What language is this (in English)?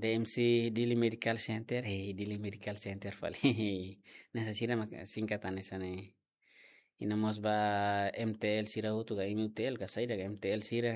Tetum